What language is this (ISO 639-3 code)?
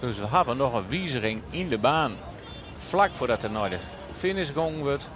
fry